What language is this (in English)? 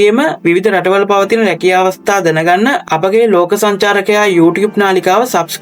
Sinhala